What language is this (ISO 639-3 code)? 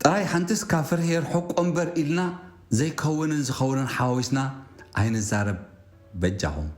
tir